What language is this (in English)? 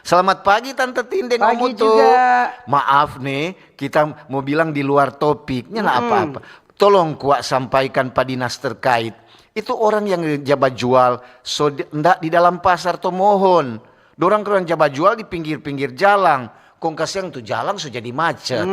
Manado Malay